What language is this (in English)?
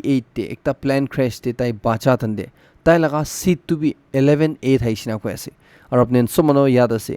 Naga Pidgin